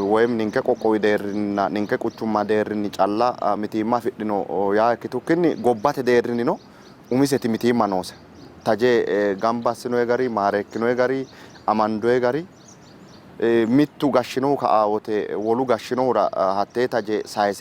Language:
Sidamo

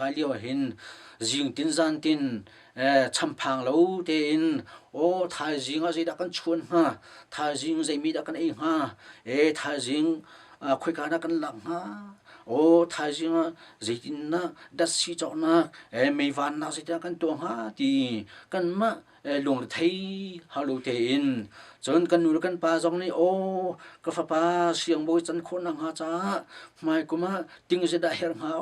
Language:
Hakha Chin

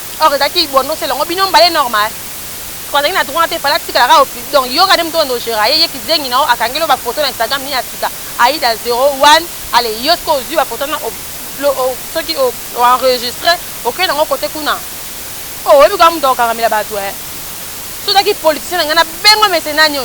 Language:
Lingala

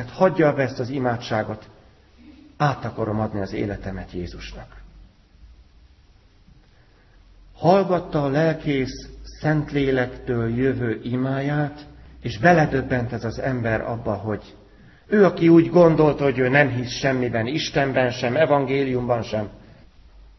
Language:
Hungarian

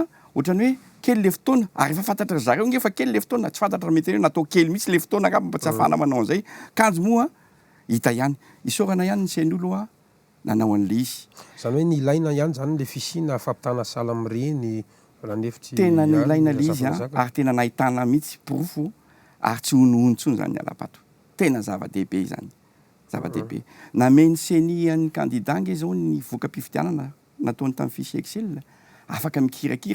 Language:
Malagasy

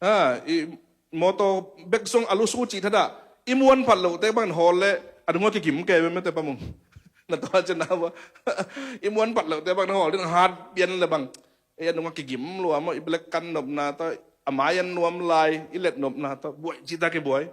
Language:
Tedim Chin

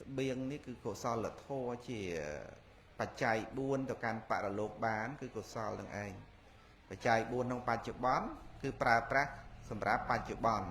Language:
Khmer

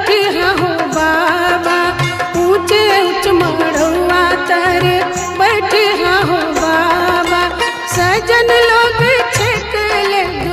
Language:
Bhojpuri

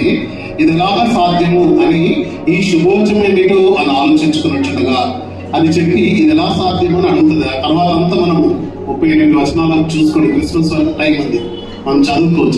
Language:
Telugu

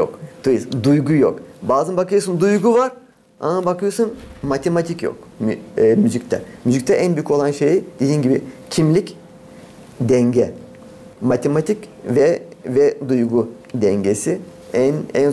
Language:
Gagauz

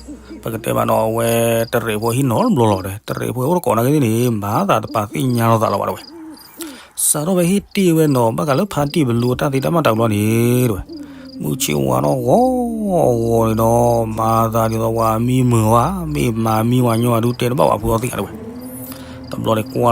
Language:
S'gaw Karen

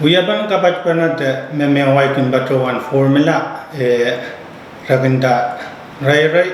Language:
Pohnpeian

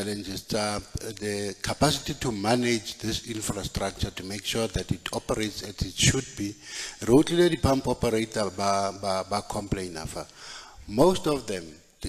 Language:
Tswana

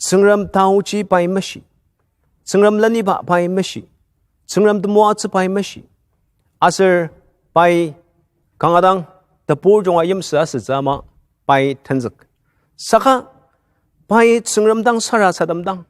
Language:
Ao Naga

